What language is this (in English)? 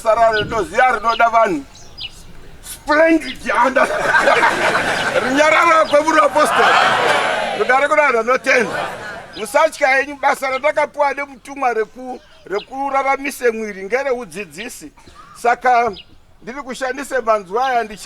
Shona